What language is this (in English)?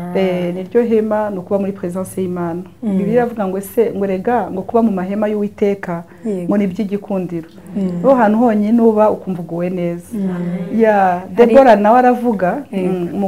Kinyarwanda